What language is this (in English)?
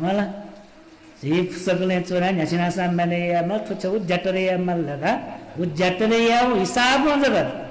Newari